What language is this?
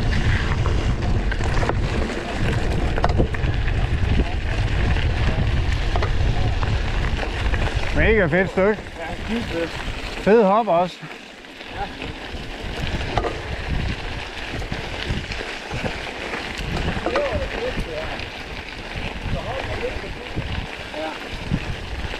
Danish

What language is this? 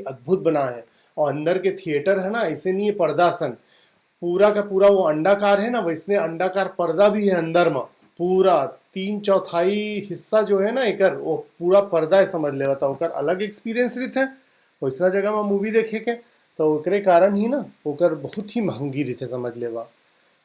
Chhattisgarhi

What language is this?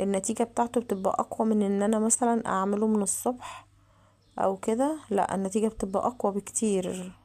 Egyptian Arabic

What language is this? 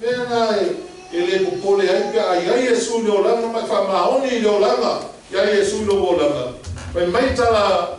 Samoan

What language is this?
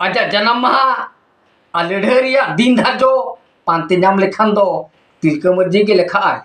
Santali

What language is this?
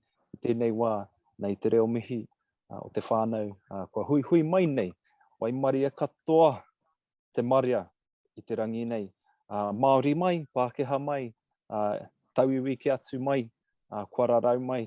Māori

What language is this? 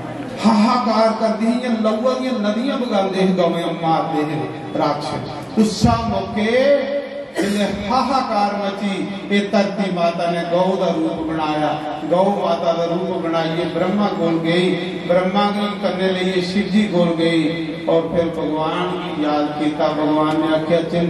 Dogri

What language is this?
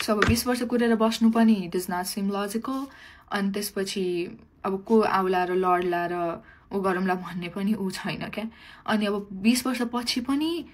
Nepali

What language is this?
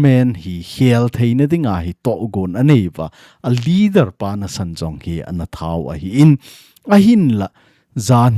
Thado Chin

